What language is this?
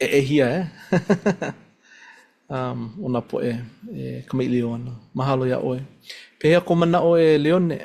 Hawaiian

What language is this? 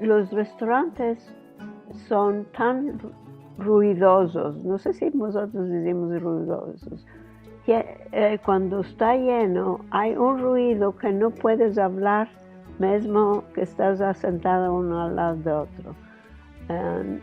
Ladino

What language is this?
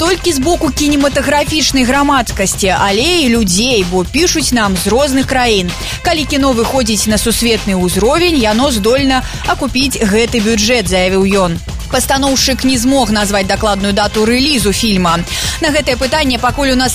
Belarusian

